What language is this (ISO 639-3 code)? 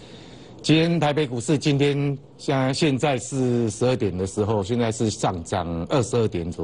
zho